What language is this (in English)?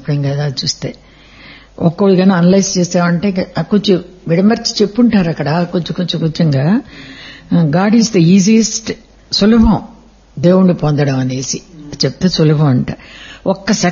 Telugu